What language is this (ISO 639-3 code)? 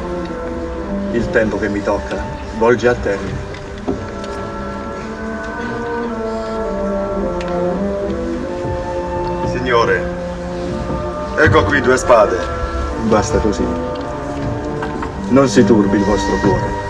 ita